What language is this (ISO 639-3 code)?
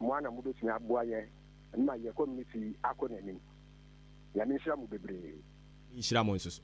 aka